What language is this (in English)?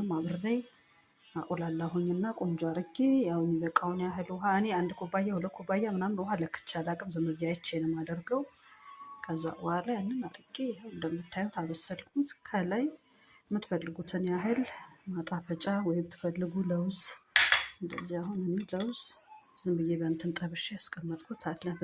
Amharic